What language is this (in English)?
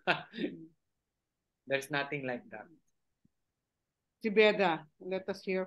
Filipino